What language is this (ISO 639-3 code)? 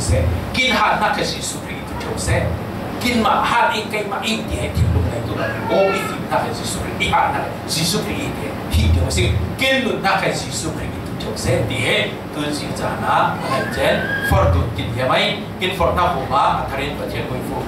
cfm